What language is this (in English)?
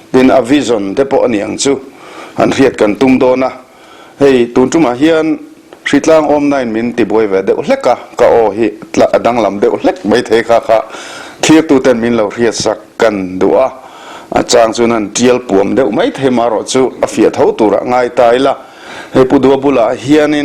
Mizo